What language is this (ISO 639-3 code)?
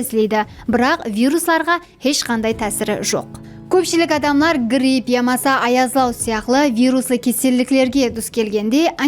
kaa